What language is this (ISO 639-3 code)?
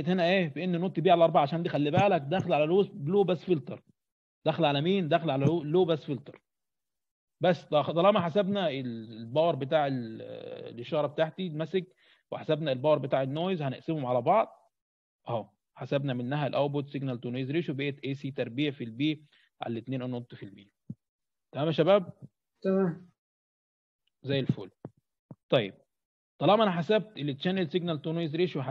arz